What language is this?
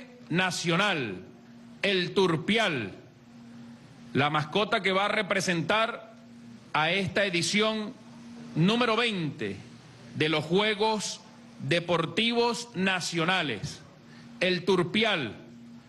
Spanish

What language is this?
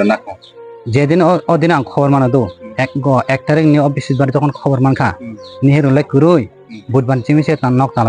Riang (India)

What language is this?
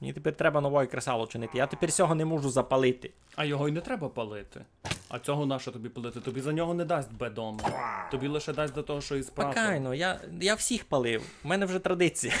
Rusyn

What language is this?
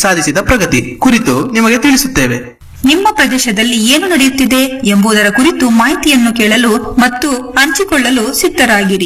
Kannada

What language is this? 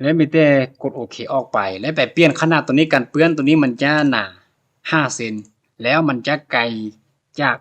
Lao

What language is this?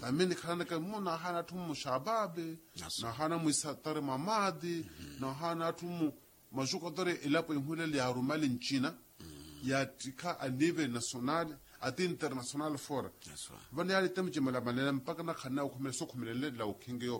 Makhuwa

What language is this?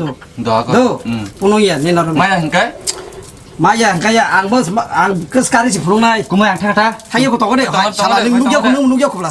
Kok Borok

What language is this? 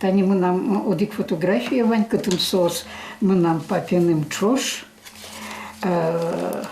Udmurt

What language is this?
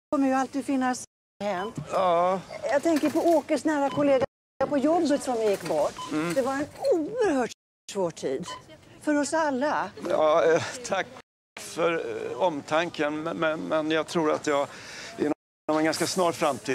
Swedish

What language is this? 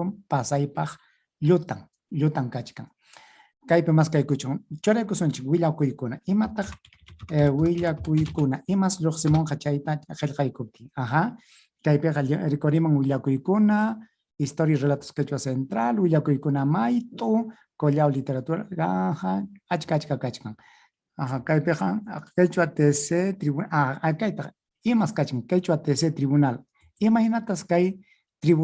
Ayacucho Quechua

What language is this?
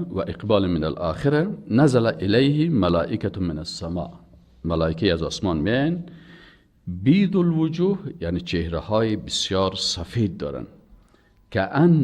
Persian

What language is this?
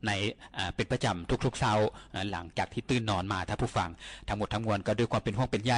Lao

